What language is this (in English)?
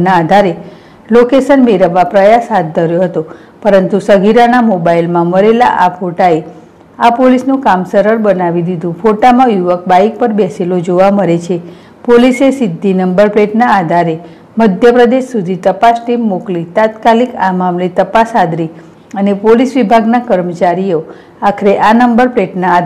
Gujarati